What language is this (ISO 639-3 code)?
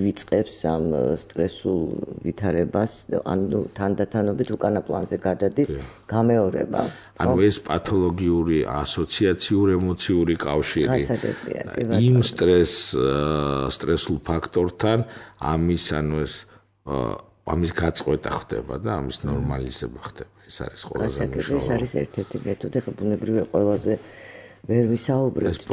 kat